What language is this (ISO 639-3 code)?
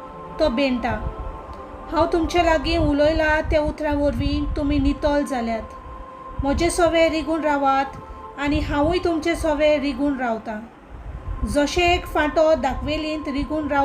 kok